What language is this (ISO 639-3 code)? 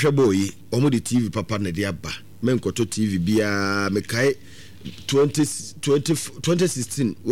aka